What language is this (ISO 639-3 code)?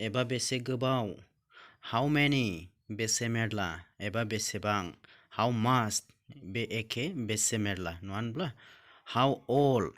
brx